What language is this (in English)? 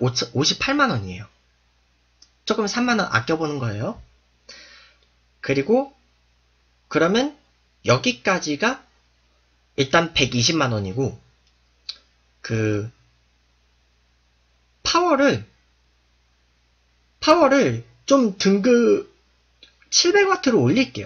Korean